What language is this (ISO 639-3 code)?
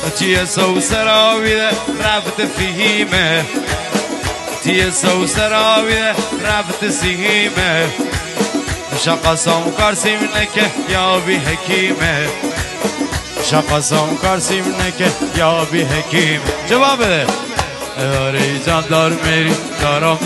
fas